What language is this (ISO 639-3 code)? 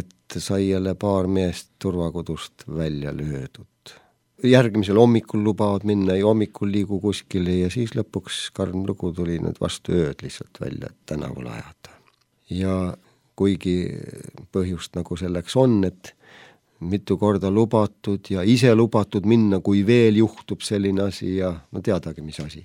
est